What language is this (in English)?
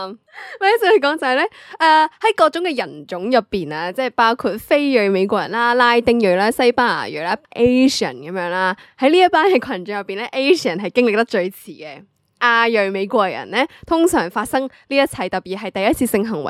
Cantonese